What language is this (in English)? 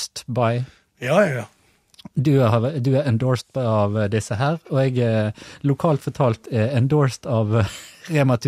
Norwegian